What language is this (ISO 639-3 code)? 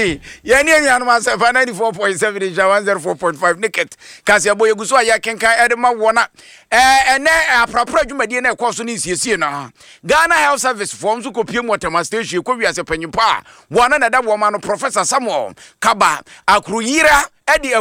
aka